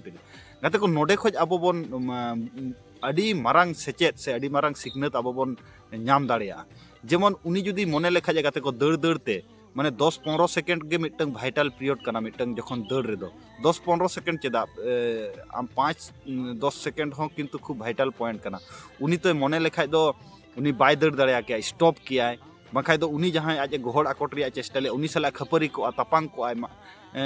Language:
Santali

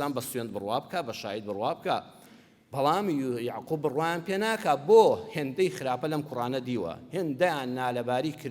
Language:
Central Kurdish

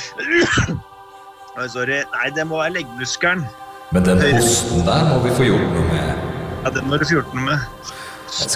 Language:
Norwegian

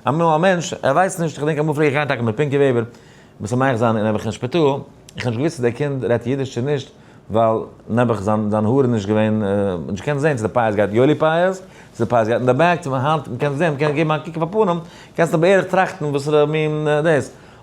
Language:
Yiddish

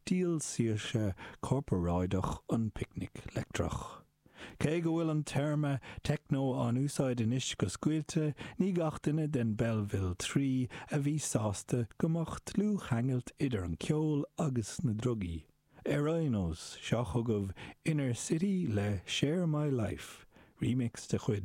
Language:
Irish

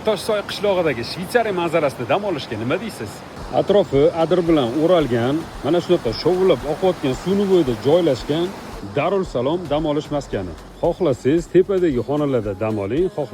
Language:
Uzbek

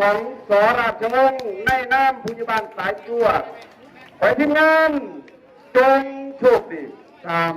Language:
Lao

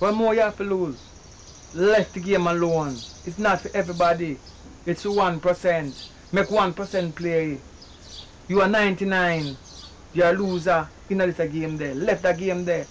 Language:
Jamaican Creole English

